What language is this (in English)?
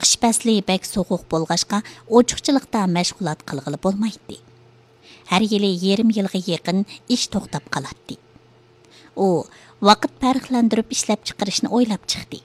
Uyghur